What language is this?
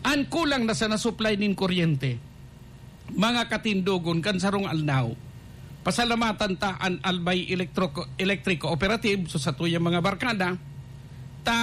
Bikol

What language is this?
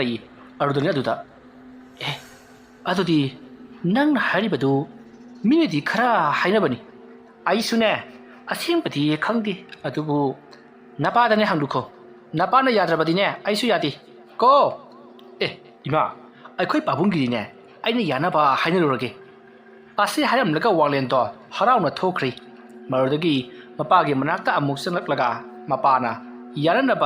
Manipuri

